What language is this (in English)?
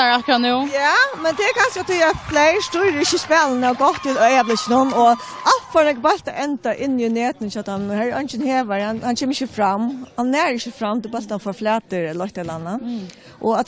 Faroese